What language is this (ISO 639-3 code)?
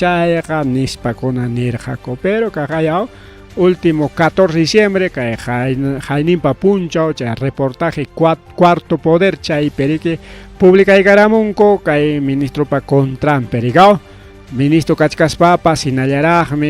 quy